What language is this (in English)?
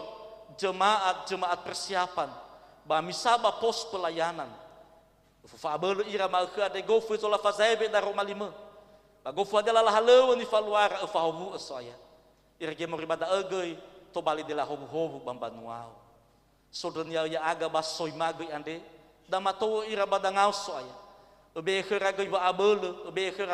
Nias